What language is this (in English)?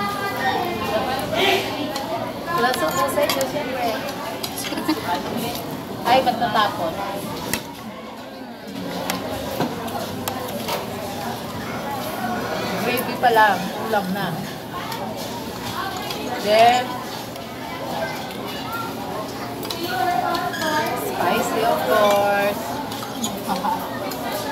Filipino